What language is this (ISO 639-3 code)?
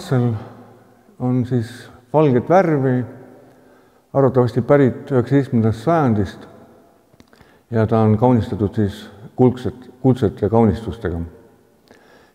est